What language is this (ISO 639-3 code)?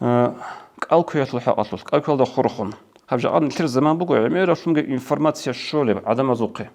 ava